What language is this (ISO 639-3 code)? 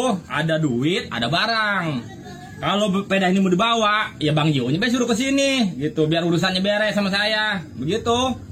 bew